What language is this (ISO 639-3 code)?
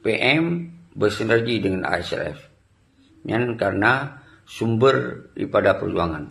ace